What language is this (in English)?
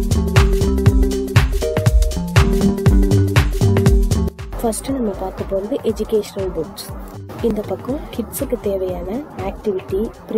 Tamil